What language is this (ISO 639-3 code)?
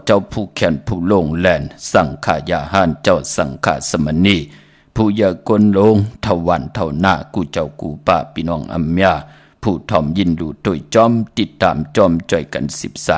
shn